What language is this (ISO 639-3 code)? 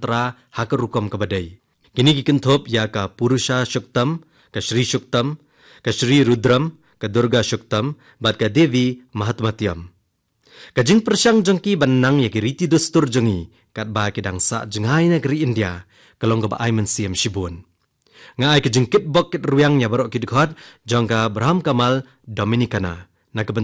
kha